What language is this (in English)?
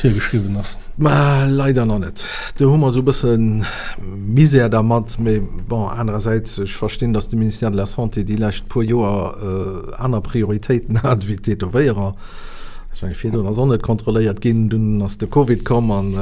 Luxembourgish